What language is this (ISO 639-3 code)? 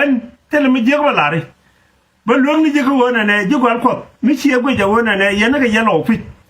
nus